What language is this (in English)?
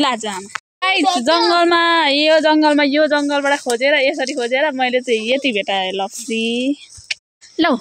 Nepali